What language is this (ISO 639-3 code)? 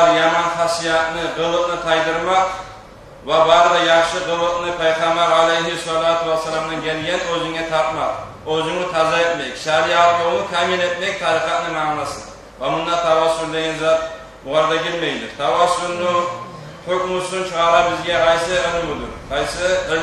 kum